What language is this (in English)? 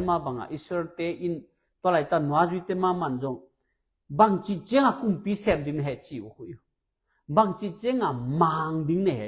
Tedim Chin